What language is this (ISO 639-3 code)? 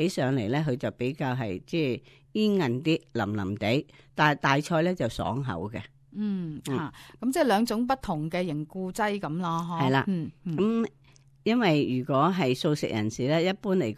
yue